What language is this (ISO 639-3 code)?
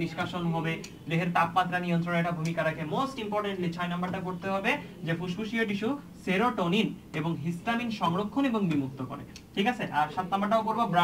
ben